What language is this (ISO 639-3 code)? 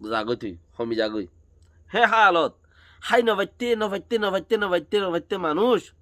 rhg